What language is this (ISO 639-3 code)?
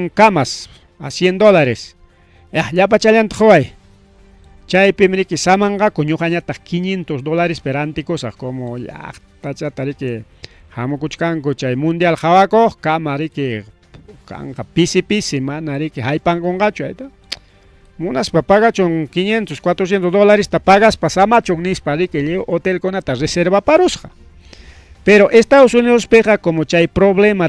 quy